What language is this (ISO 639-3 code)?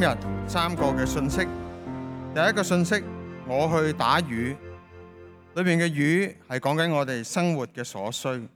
yue